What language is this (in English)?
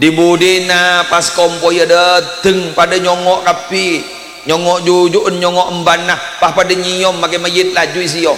Madurese